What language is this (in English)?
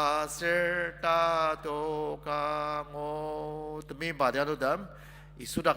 Ao Naga